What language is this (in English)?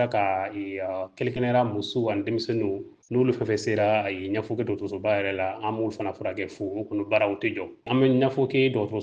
Bambara